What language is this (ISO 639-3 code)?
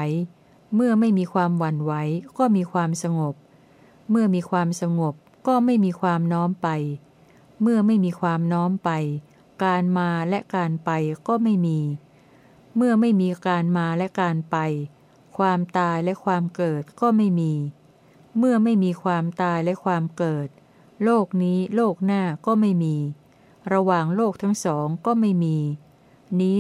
tha